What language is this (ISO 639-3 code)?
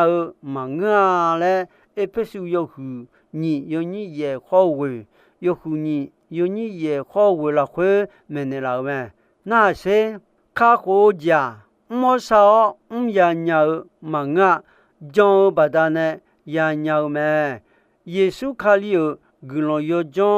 ahk